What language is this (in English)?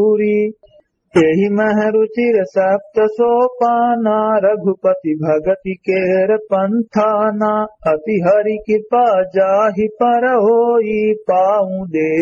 Awadhi